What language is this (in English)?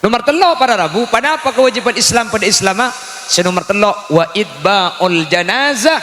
Madurese